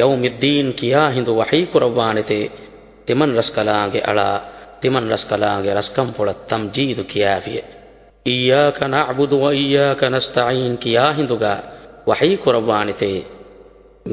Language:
Divehi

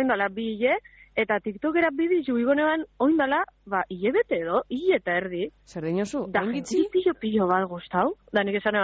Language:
Basque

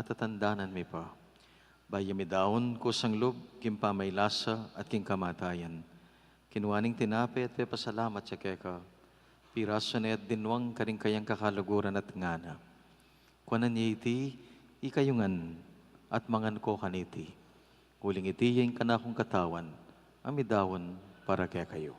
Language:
Pampanga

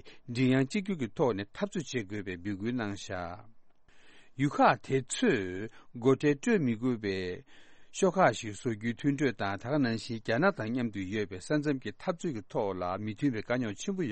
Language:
Tibetan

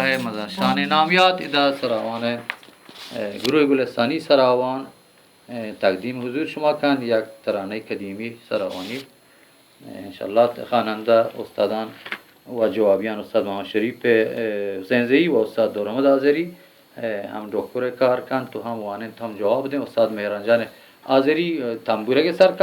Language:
Eastern Balochi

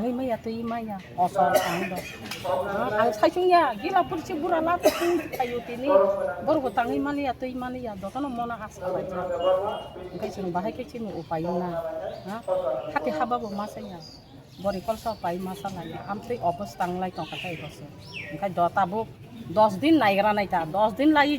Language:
Kok Borok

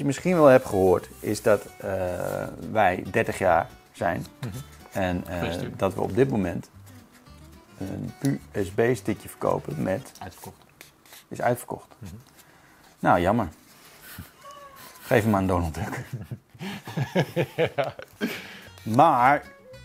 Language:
Dutch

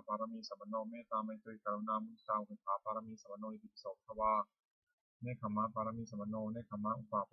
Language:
Pali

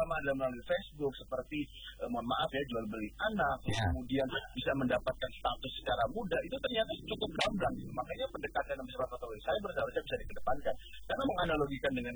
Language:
Indonesian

